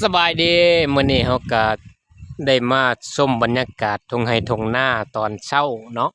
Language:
Lao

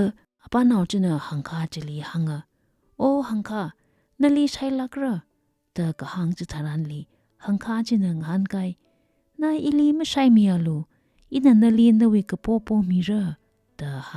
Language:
Tangkhul Naga (India)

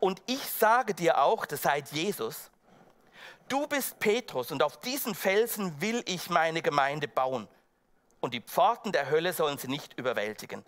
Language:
Swiss German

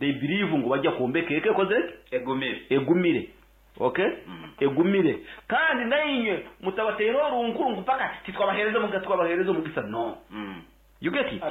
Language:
Nyankole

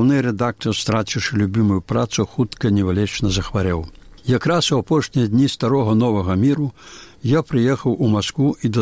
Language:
Belarusian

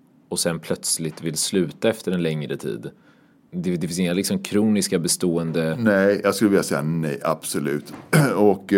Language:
Swedish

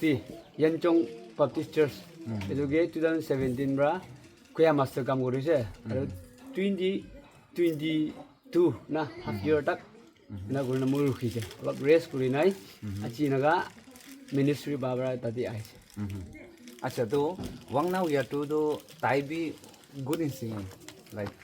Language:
Naga Pidgin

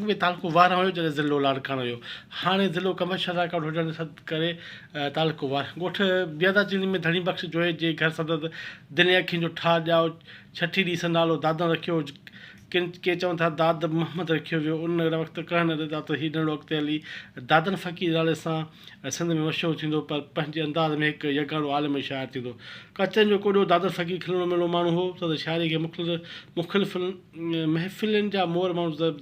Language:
Sindhi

